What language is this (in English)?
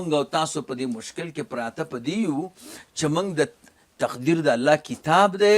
Pashto